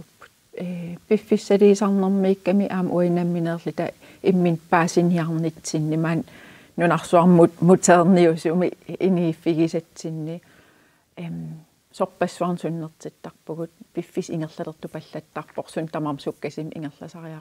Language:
Kalaallisut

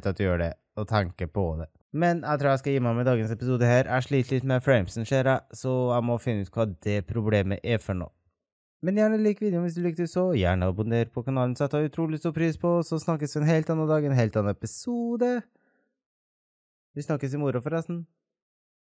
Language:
Norwegian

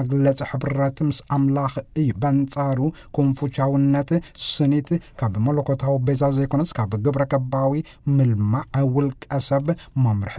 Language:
Tigrinya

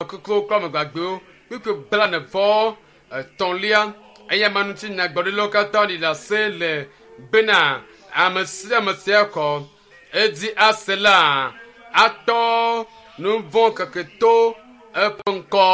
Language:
Ewe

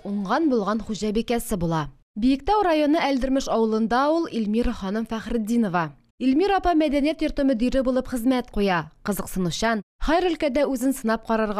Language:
Tatar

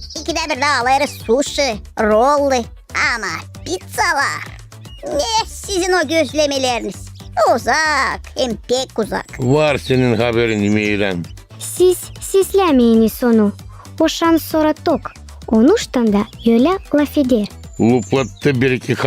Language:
Gagauz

